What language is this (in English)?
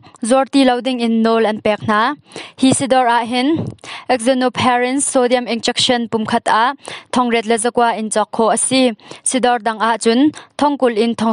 Hakha Chin